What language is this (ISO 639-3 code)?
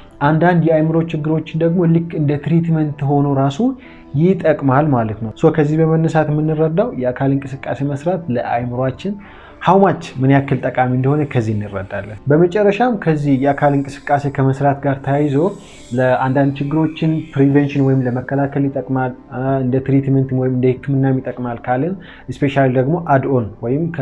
amh